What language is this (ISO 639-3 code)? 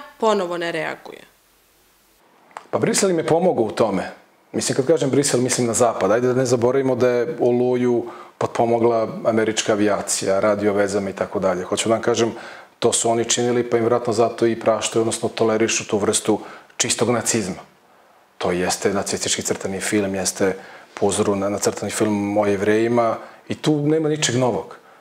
srp